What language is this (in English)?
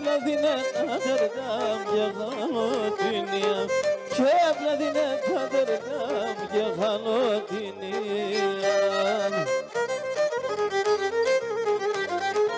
Greek